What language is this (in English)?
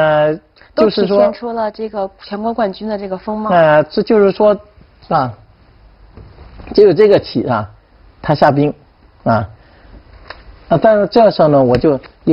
Chinese